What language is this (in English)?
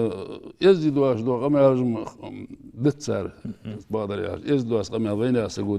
Ingush